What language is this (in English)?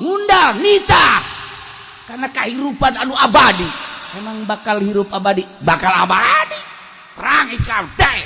Sundanese